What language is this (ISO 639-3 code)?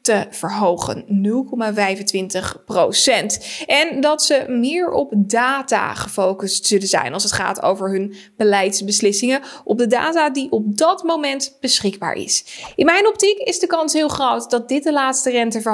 nld